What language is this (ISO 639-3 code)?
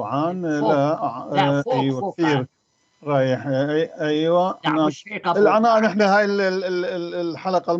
apc